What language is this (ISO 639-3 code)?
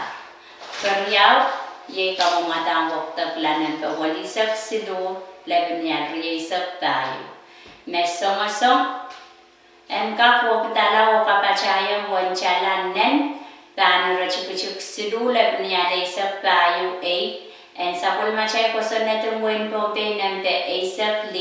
pon